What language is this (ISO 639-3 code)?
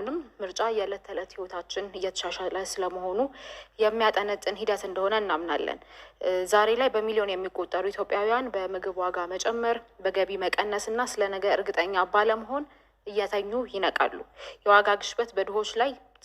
amh